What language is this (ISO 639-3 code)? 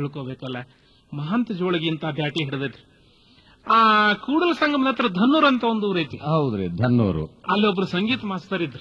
kan